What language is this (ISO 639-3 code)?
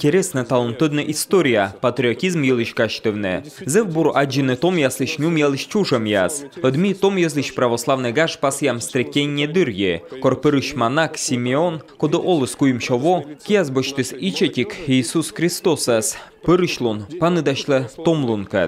kom